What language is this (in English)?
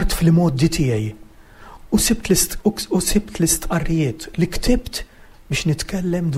Maltese